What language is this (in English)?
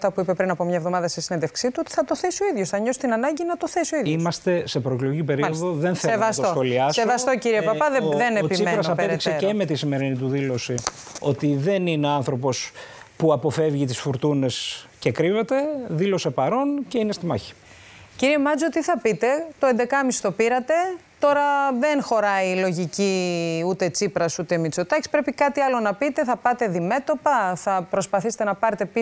Greek